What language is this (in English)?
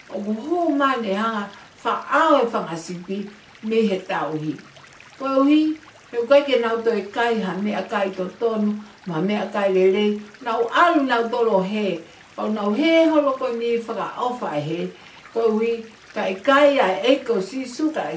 Tongan